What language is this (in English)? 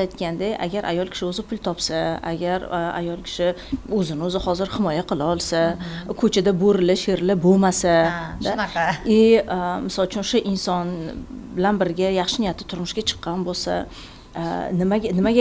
Uzbek